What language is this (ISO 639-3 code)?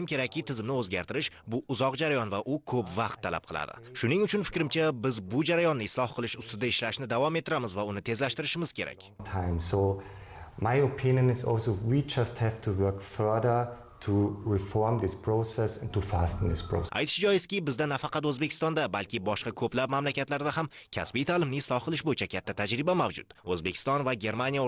uzb